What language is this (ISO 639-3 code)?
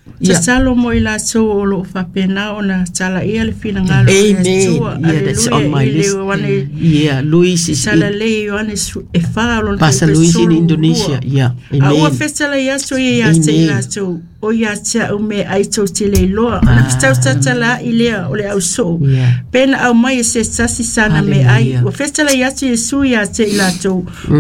smo